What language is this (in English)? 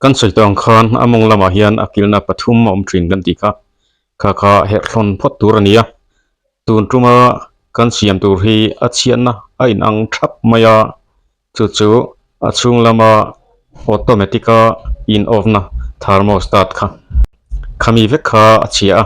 Mizo